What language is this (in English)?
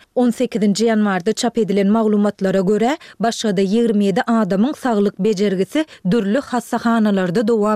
Turkmen